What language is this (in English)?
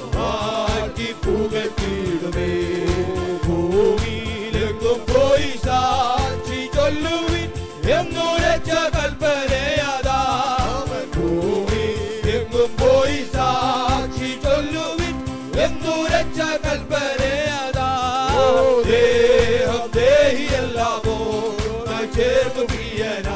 Malayalam